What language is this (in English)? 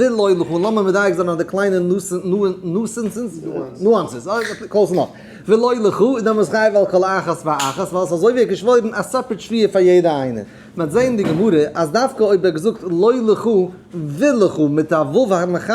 Yiddish